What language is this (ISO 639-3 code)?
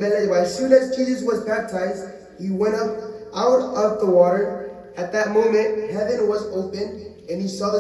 mah